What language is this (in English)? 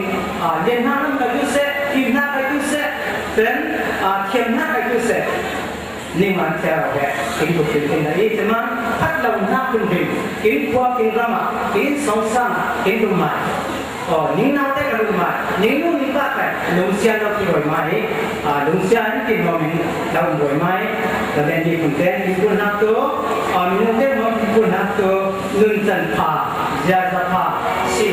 Falam Chin